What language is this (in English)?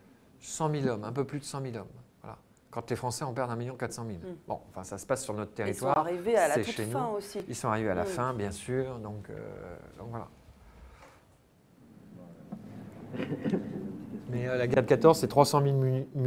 French